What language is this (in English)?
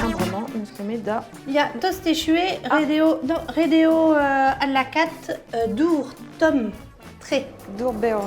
Breton